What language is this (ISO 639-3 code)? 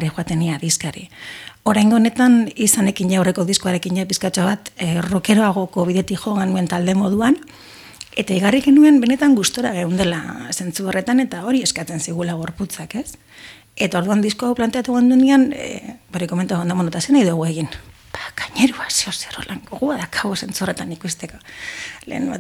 eus